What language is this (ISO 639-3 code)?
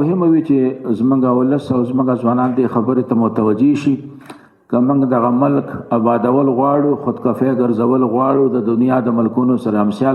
pus